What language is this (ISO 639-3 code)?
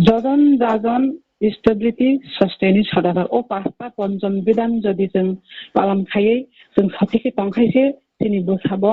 trp